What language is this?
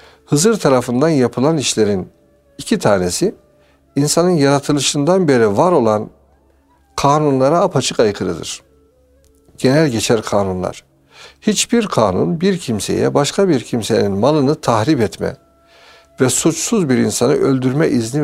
Turkish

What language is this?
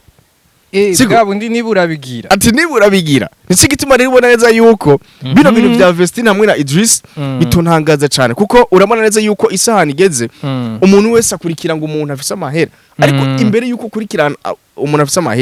Rundi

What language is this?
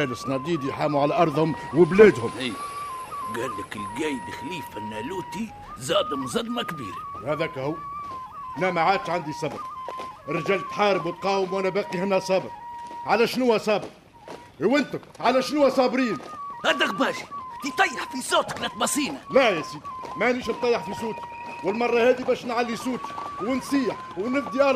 Tunisian Arabic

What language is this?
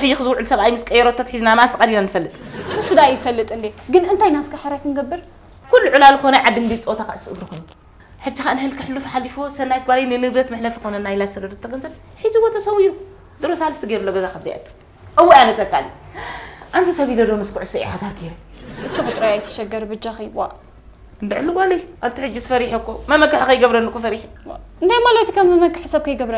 Tigrinya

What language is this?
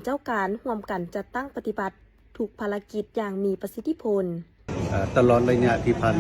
Lao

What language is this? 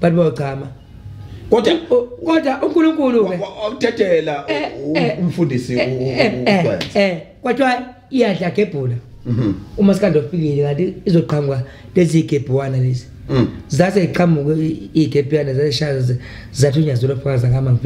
Zulu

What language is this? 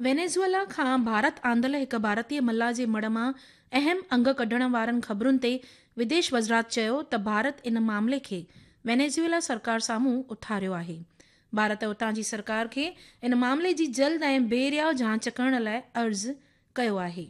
Sindhi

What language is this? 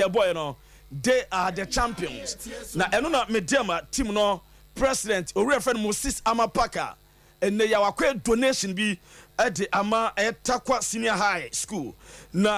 Akan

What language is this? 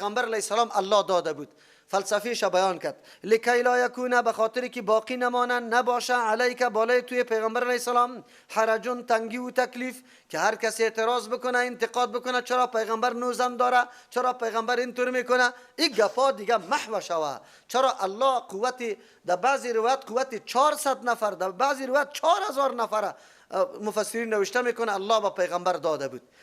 Persian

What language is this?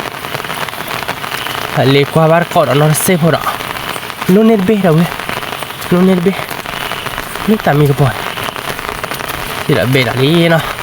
S'gaw Karen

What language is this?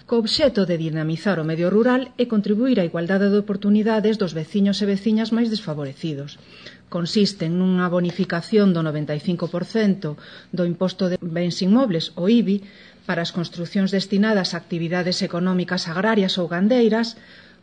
Galician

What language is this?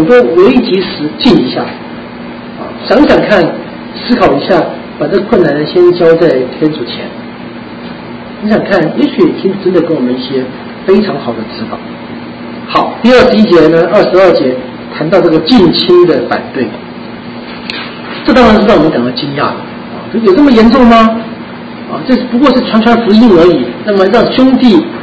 Chinese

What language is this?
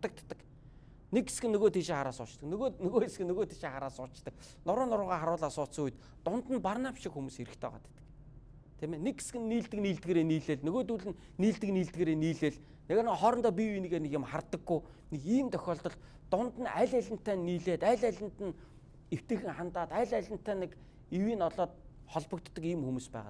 Mongolian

